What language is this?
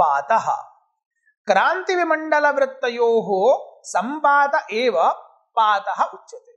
Sanskrit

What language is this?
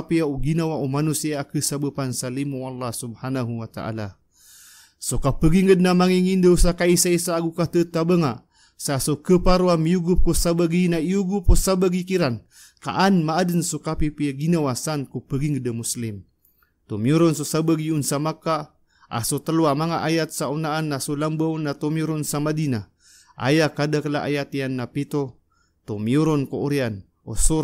Maranao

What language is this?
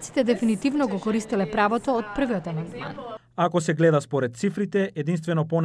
Macedonian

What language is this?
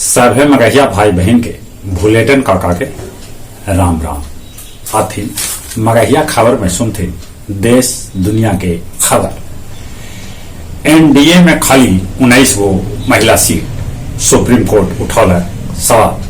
Magahi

